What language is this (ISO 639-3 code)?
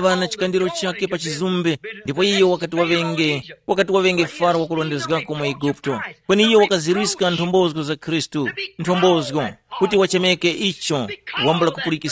tum